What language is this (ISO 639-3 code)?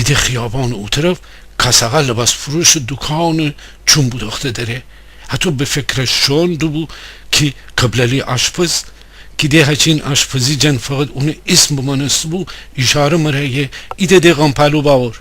glk